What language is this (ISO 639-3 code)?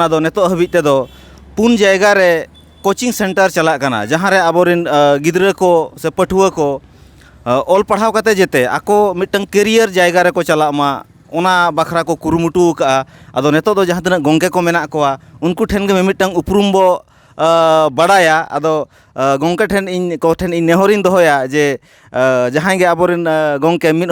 sat